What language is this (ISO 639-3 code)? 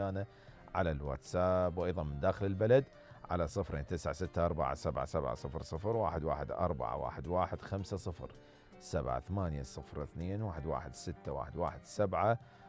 acm